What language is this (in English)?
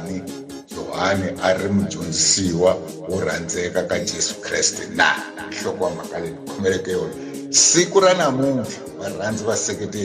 Tsonga